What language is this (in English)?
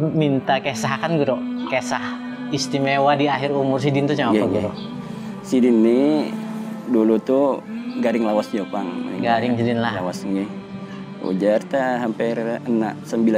Banjar